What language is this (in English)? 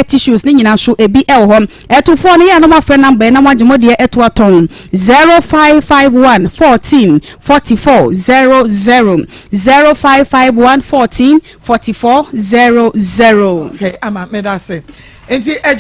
Akan